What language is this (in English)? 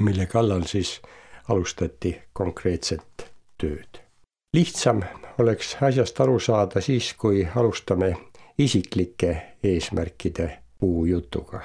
Estonian